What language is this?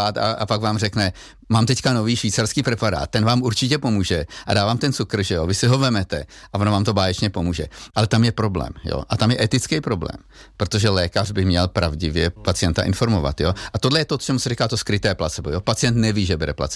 Czech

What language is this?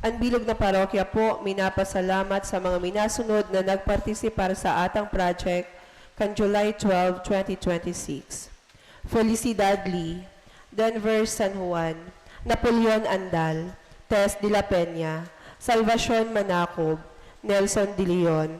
Bikol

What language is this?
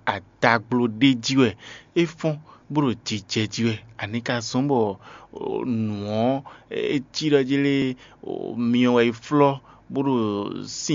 Fon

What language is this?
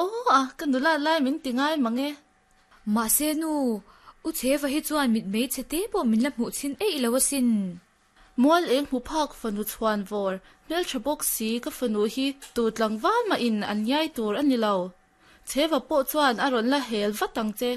Mizo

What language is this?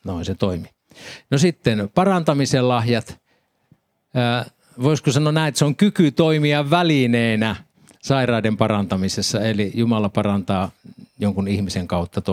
Finnish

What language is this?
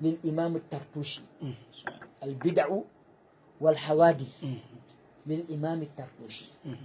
Fula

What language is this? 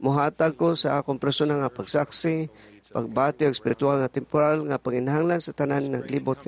Cebuano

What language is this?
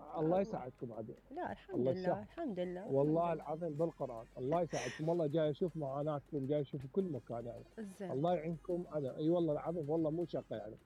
Mesopotamian Arabic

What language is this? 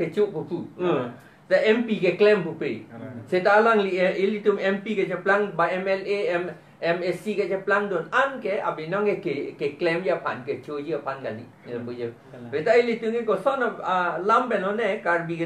Karbi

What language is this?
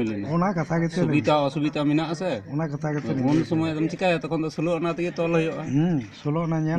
Santali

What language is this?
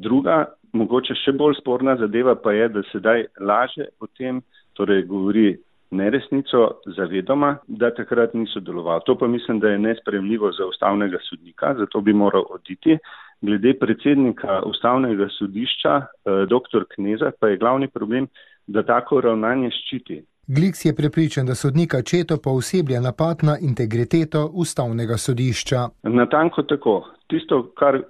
Slovenian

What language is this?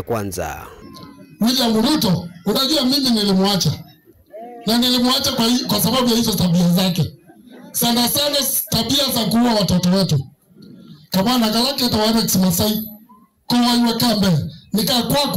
Kamba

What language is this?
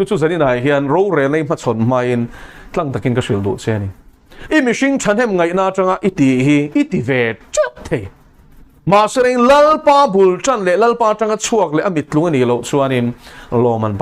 Mizo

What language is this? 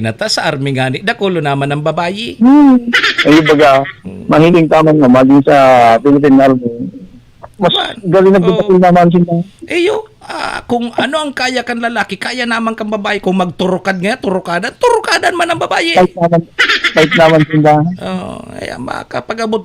Bikol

